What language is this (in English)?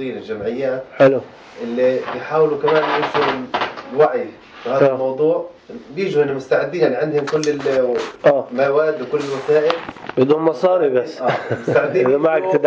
North Levantine Arabic